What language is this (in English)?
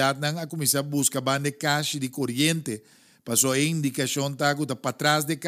Papiamento